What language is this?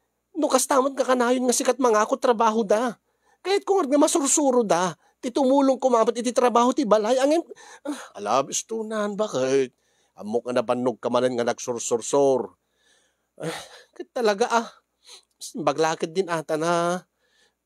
Iloko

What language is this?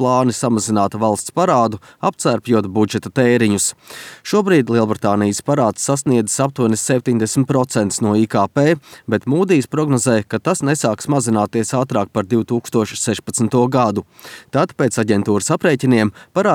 Latvian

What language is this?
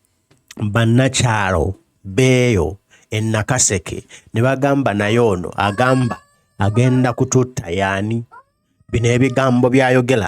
Ganda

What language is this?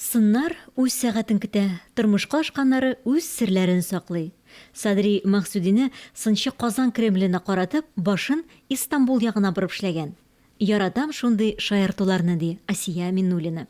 Tatar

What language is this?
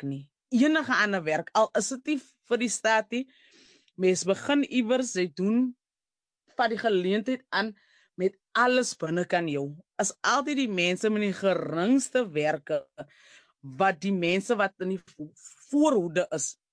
Afrikaans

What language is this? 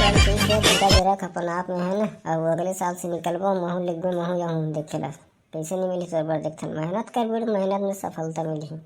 Chhattisgarhi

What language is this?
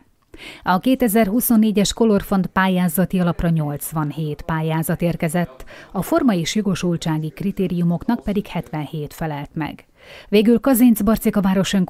Hungarian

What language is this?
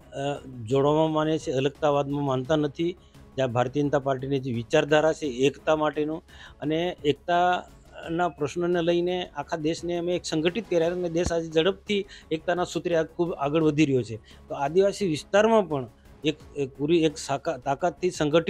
Gujarati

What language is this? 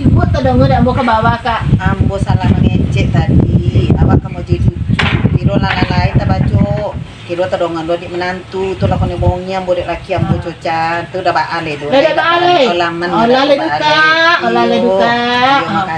Minangkabau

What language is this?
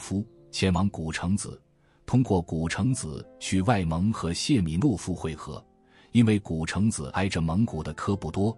Chinese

